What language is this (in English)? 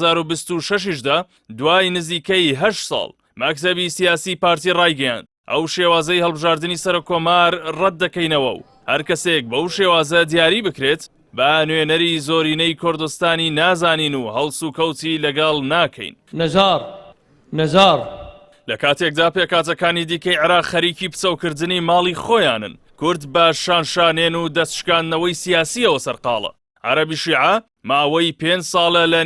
Central Kurdish